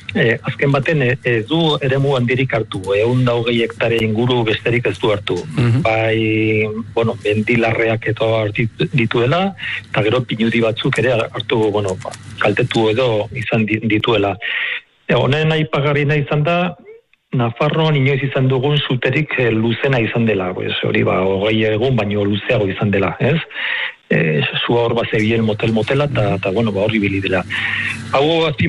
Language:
Basque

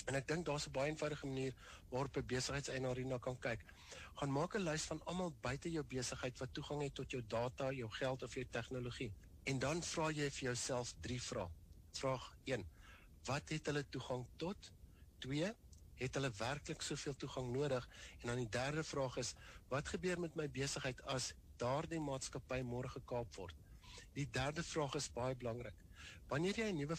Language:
Afrikaans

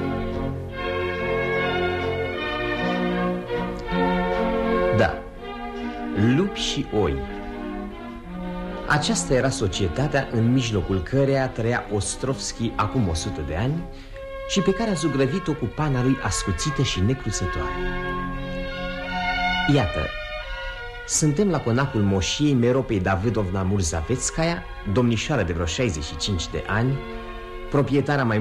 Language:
Romanian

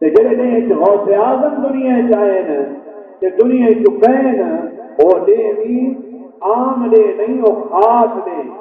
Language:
Saraiki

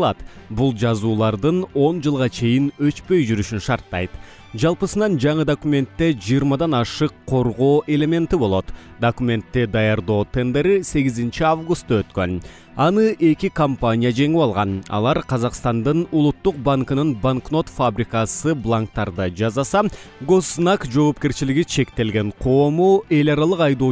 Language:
Kyrgyz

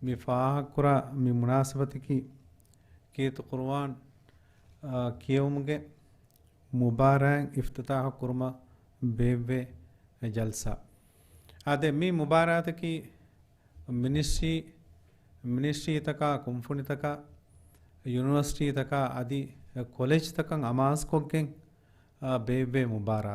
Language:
Divehi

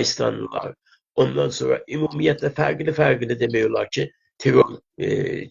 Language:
South Azerbaijani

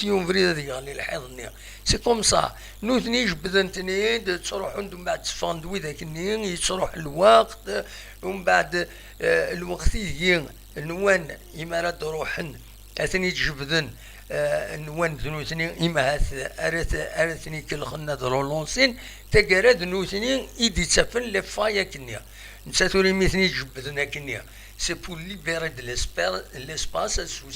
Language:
Kabyle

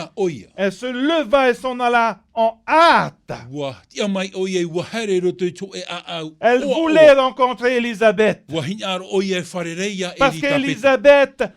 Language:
Tahitian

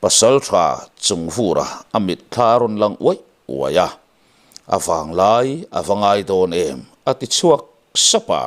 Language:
Mizo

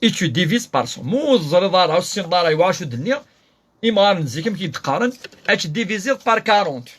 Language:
Kabyle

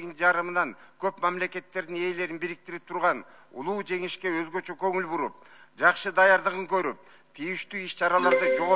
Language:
Kyrgyz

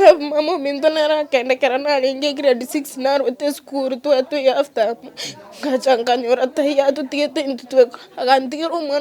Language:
Gusii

